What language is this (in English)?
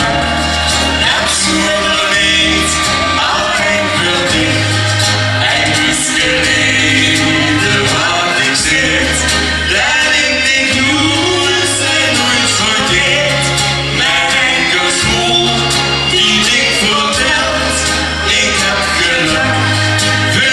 Limburgish